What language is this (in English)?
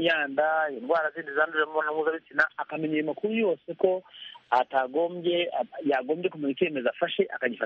Kinyarwanda